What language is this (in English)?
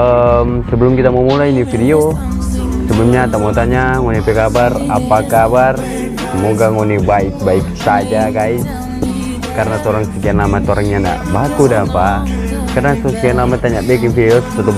Manado Malay